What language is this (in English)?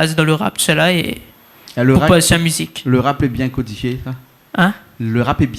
Réunion Creole French